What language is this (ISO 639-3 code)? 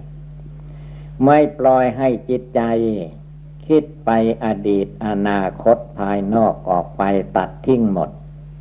tha